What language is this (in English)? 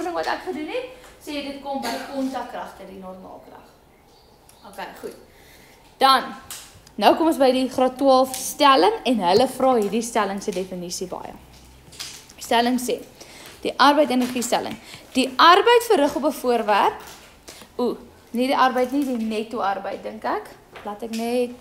Afrikaans